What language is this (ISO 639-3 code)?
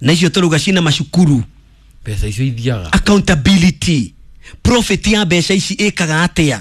kik